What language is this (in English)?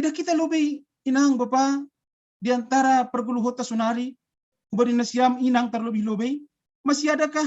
Batak Simalungun